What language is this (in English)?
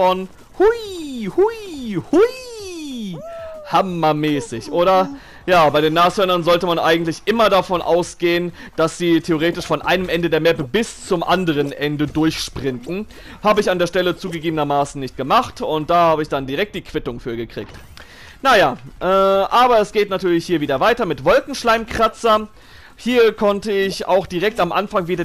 German